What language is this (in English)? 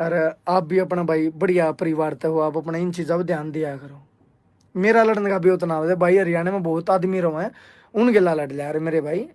Haryanvi